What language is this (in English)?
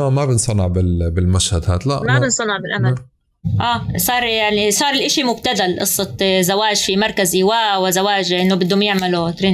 North Levantine Arabic